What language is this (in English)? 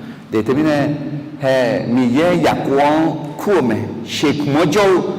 Akha